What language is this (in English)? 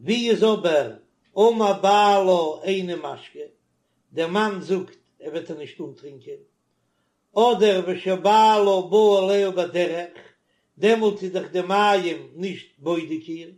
Yiddish